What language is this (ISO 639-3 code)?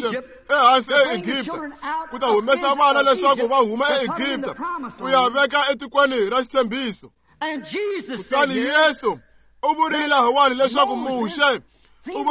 tso